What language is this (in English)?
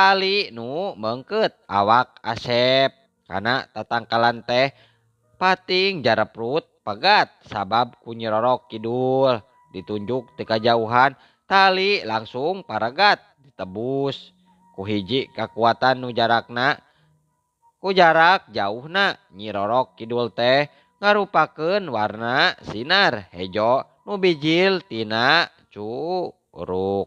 Sundanese